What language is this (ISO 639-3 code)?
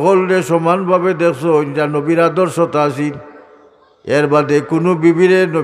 syl